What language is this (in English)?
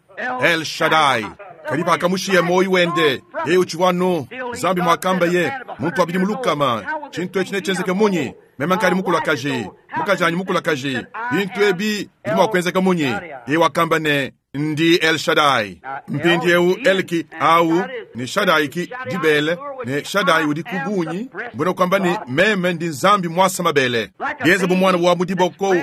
Luba-Lulua